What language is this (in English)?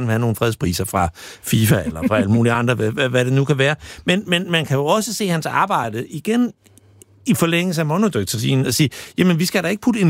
Danish